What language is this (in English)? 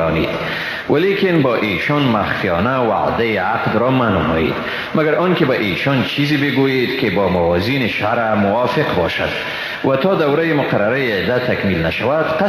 Persian